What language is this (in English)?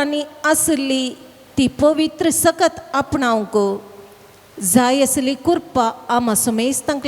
Konkani